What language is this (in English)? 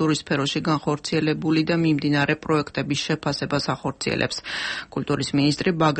Georgian